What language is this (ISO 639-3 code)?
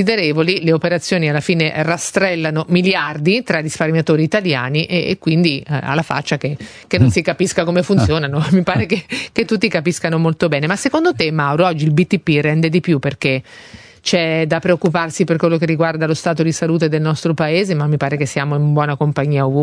ita